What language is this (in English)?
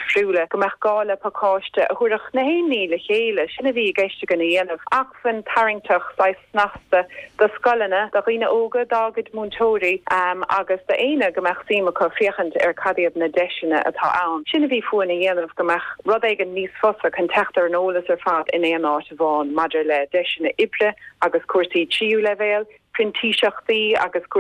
Irish